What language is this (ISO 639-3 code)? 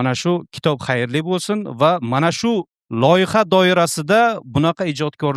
uzb